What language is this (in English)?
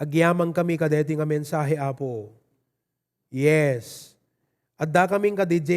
Iloko